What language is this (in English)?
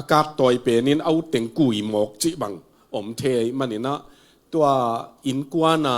Tedim Chin